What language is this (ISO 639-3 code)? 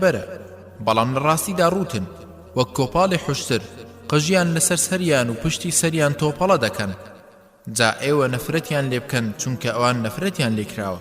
ckb